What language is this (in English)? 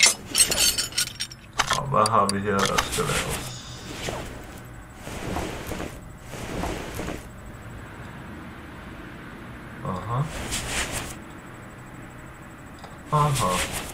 Danish